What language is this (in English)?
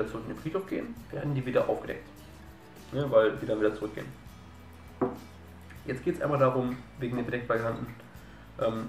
German